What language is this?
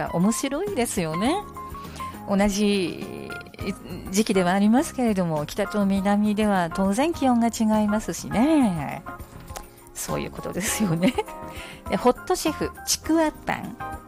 Japanese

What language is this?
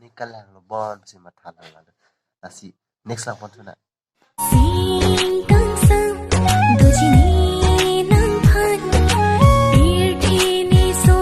Karbi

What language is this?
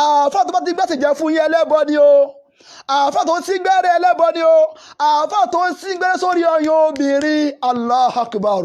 Yoruba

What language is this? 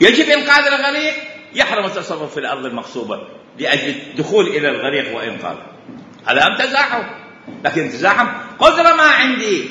Mesopotamian Arabic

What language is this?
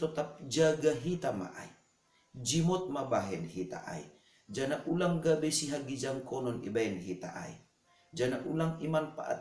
Batak Simalungun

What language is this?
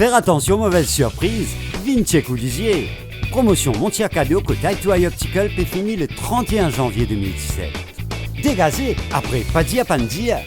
Morisyen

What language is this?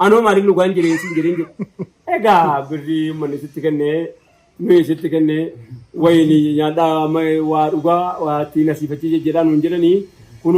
Oromo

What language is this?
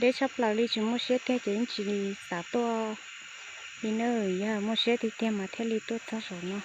Hmong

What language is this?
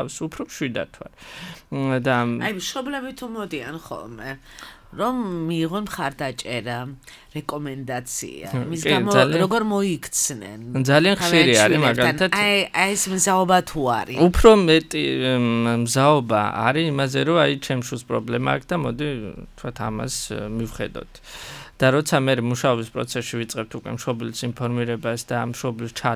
Georgian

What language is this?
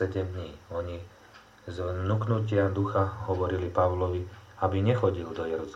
Slovak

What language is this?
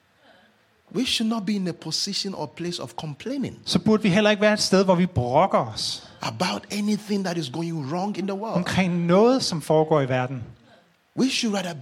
Danish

